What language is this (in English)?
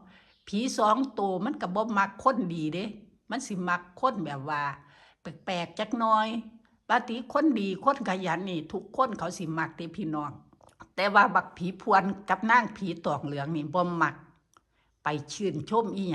Northeastern Thai